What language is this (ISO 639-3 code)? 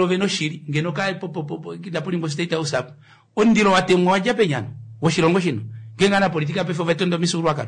kua